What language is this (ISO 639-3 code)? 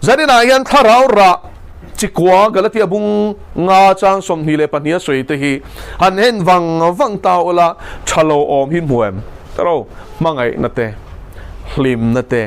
lus